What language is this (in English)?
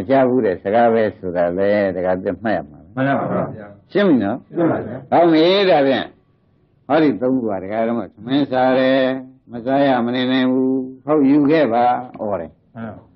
Burmese